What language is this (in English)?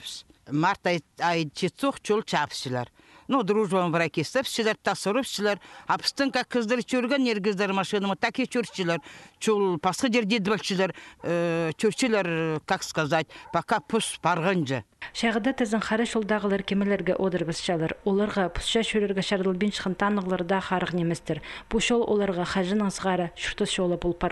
Khakas